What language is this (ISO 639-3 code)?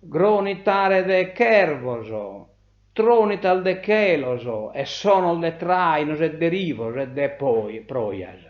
srd